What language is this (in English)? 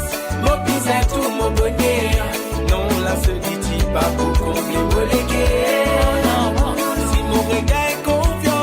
Morisyen